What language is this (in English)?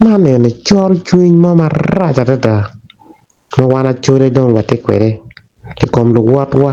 Acoli